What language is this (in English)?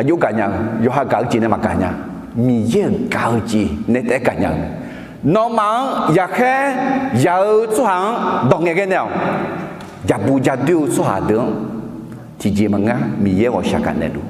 Akha